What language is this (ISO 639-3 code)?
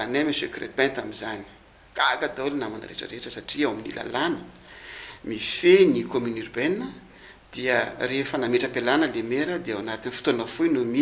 mlg